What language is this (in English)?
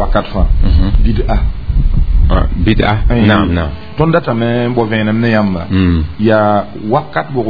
Mossi